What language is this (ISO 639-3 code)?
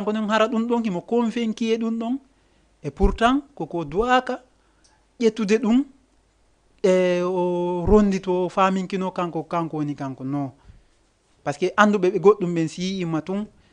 ful